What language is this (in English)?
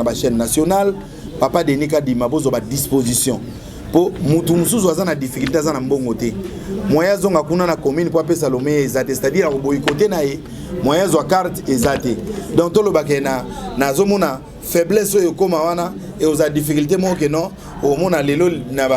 Lingala